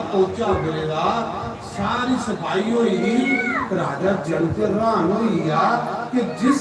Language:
Dogri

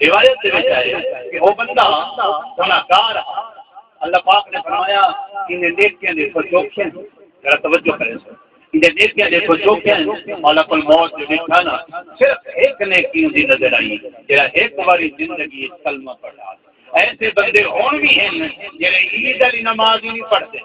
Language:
Saraiki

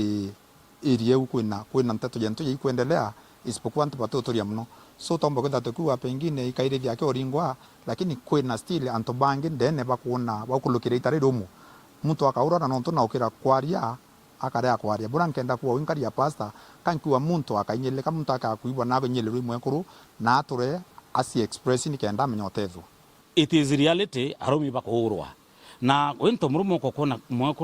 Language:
Meru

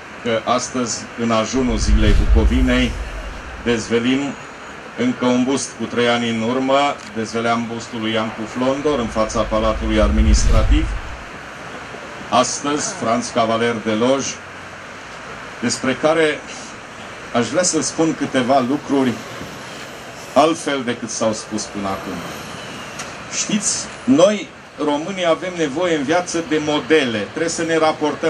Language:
Romanian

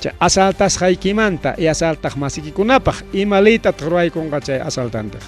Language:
Ayacucho Quechua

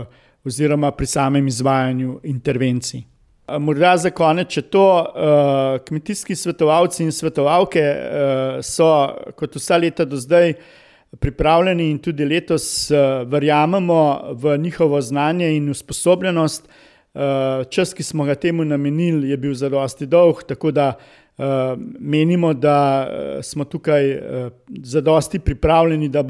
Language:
Slovenian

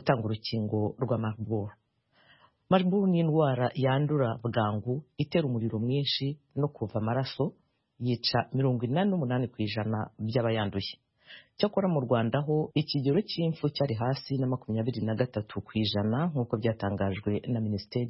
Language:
Kinyarwanda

